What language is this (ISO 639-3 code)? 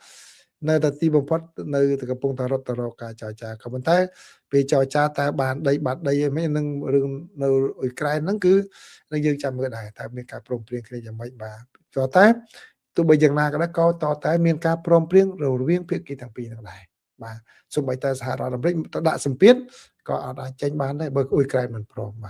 khm